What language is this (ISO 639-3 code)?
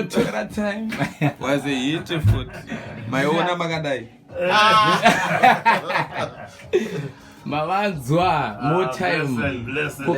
sna